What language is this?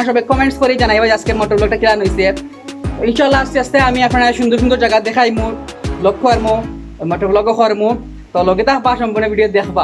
Sylheti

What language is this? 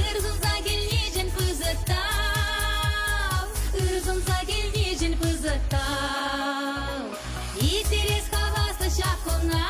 Chuvash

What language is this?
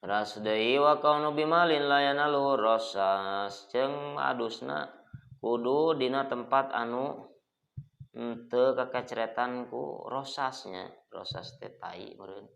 Sundanese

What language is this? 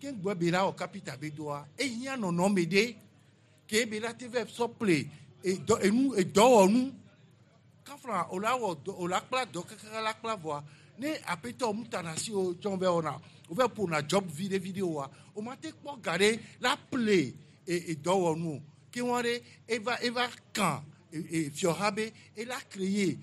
Gen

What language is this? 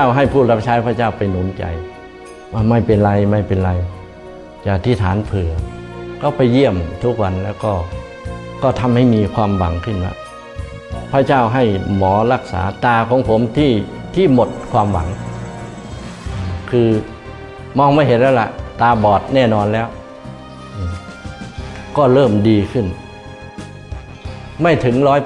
Thai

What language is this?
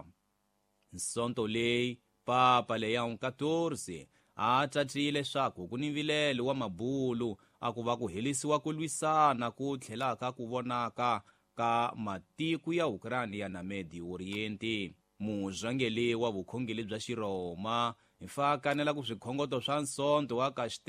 Tsonga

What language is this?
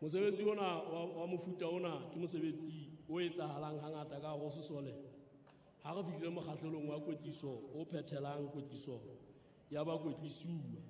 Southern Sotho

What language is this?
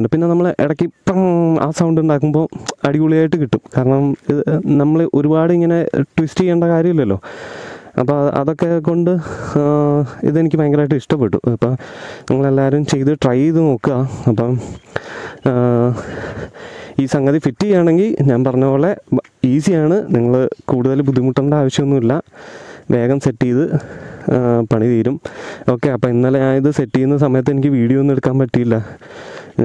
Malayalam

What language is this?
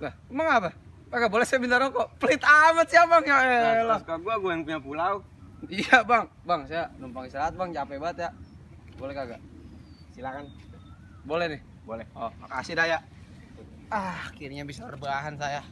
Betawi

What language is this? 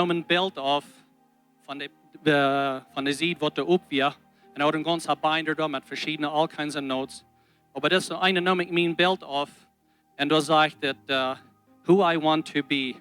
Plautdietsch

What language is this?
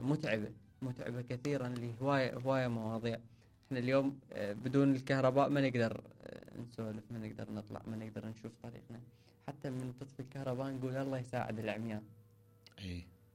Mesopotamian Arabic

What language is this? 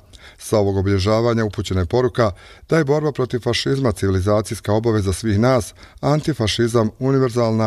Bosnian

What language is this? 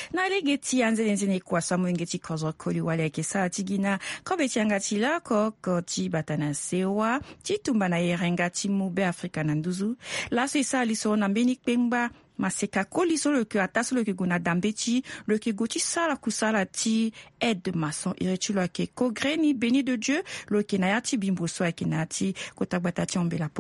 Sango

